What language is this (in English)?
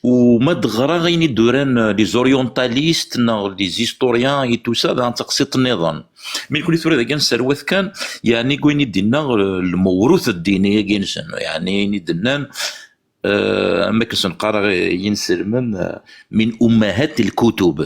Kabyle